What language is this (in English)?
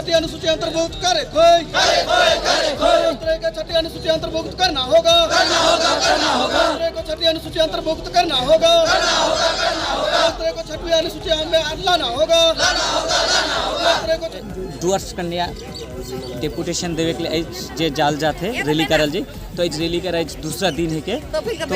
Sadri